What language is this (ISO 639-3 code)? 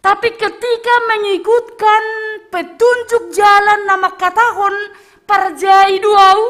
bts